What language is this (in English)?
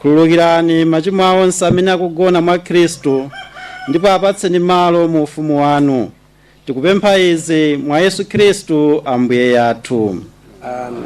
Nyanja